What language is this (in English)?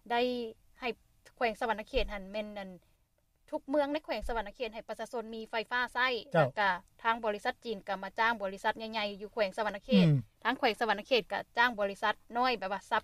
Lao